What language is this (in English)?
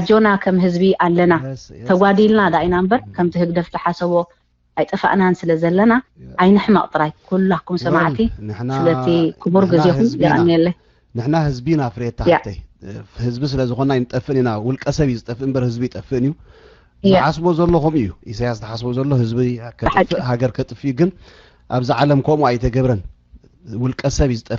Tigrinya